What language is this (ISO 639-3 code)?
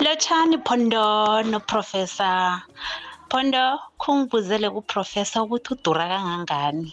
nbl